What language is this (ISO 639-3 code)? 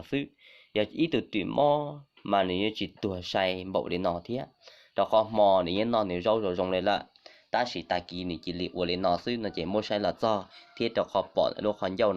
hmn